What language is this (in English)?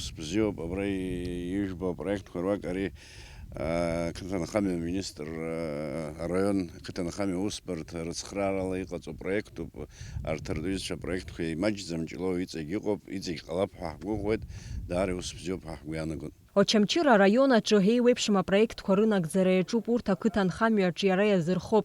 Abkhazian